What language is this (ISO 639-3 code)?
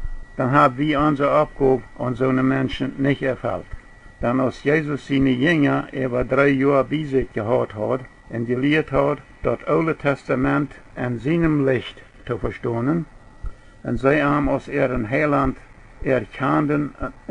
pdt